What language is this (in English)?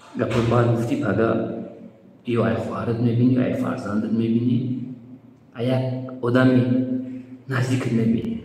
Tajik